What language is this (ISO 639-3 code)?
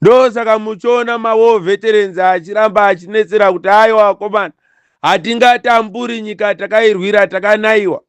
sna